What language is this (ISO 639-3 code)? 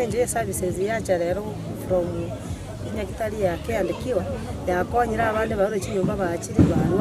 guz